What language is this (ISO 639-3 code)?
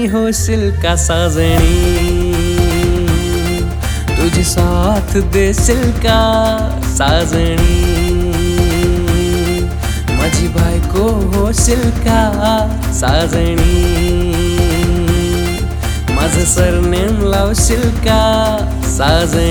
mar